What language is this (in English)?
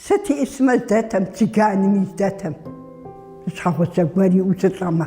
Kabardian